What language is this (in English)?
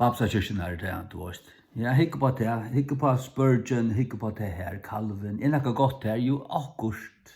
Faroese